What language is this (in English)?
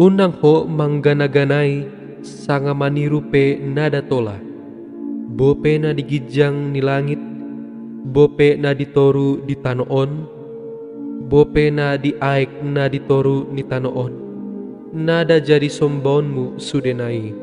Batak Toba